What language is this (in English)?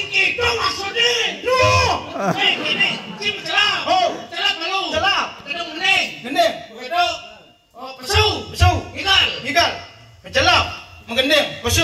Balinese